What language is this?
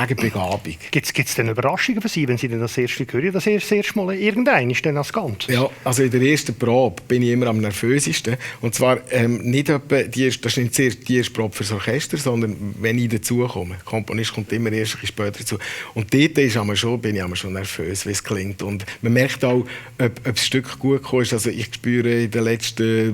Swiss German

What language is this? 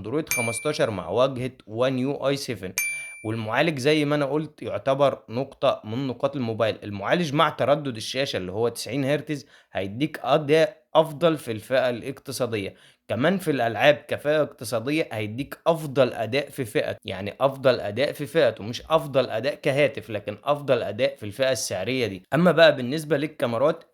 Egyptian Arabic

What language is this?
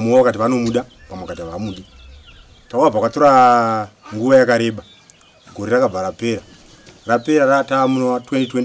Shona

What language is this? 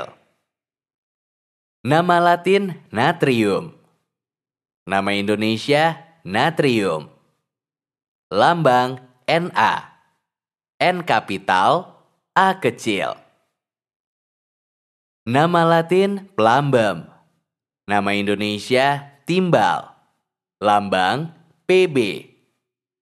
Indonesian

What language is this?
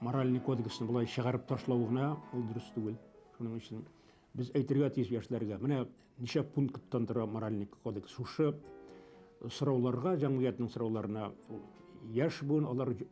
Bashkir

